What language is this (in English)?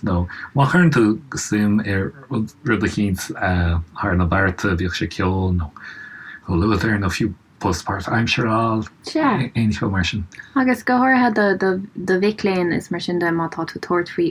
Irish